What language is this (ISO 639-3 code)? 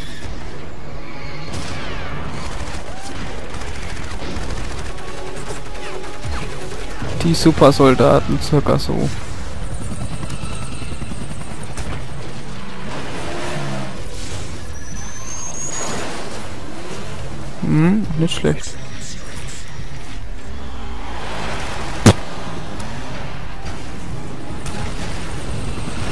deu